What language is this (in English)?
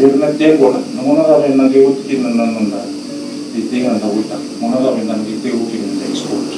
Fijian